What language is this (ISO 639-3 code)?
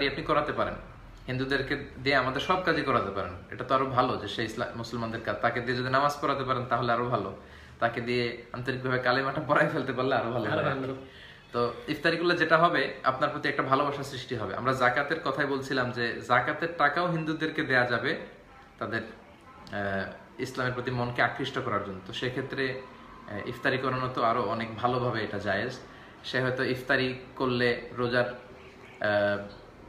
ben